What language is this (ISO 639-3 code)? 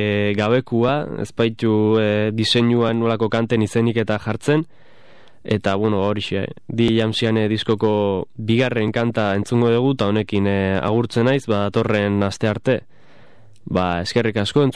eus